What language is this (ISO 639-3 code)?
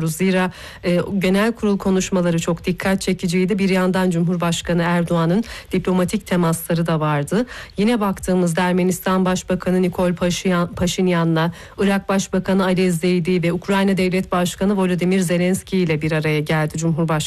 tur